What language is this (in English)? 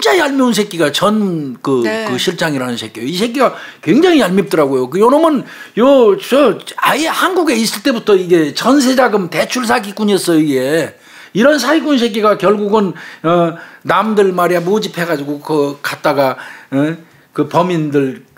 Korean